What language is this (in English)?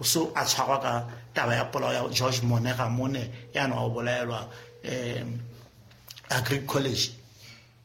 Southern Sotho